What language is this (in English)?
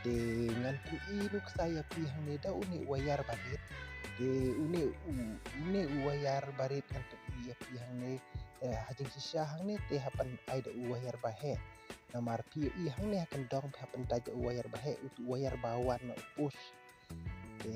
Khasi